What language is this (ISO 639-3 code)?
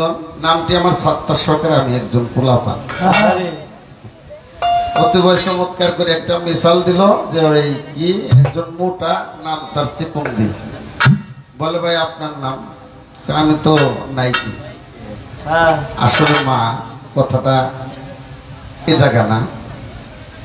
ben